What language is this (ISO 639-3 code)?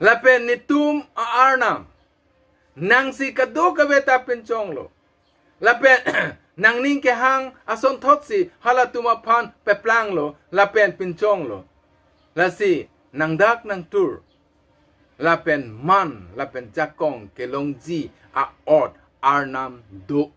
mjw